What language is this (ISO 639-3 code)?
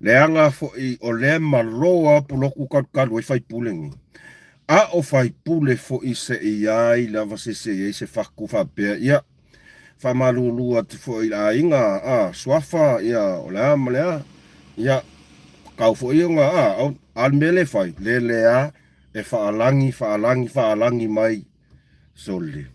smo